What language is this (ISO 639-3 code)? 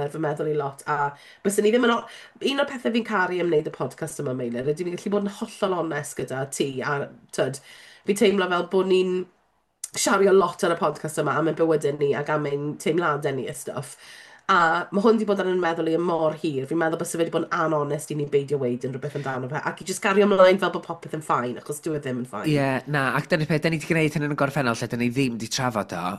cym